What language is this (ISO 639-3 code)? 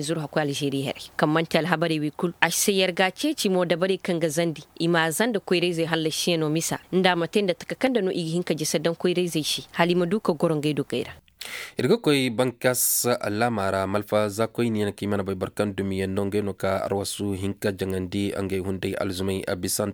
dje